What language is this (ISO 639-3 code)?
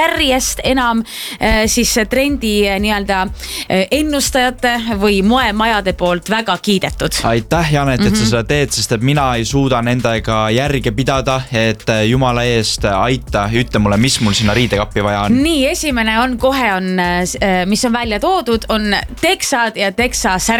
est